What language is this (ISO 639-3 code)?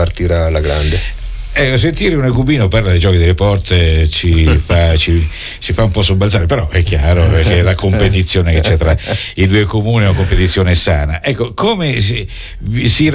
ita